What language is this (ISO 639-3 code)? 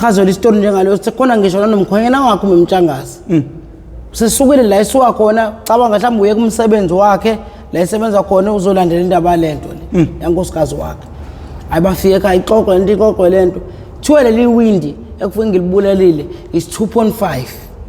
zul